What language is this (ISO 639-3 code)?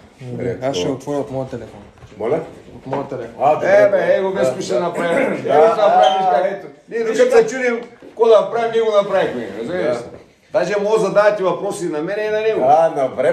bul